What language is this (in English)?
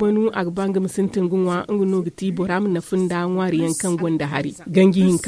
Zarma